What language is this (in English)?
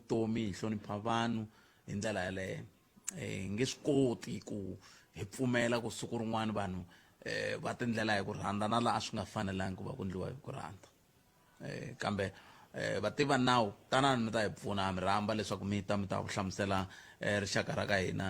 Tsonga